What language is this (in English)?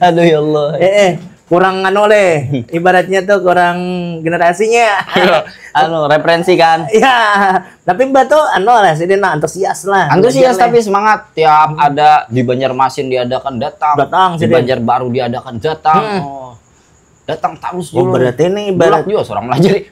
Banjar